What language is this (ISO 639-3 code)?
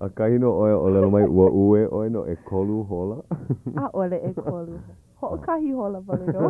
haw